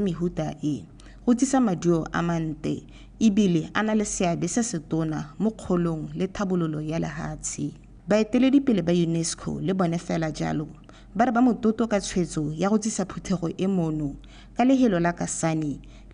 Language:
Tswana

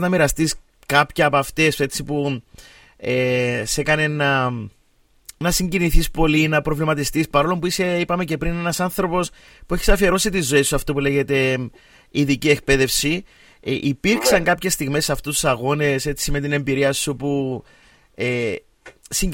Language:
Greek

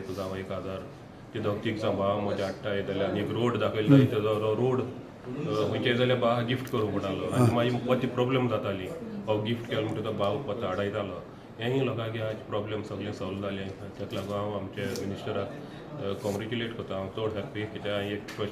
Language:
Konkani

